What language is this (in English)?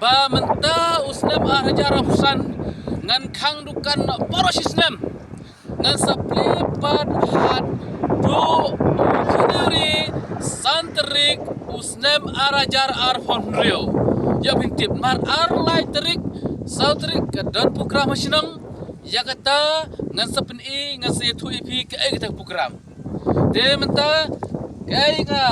Khasi